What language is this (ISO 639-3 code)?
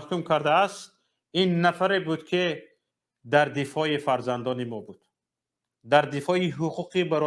tgk